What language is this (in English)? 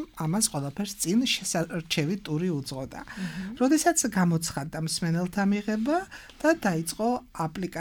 Georgian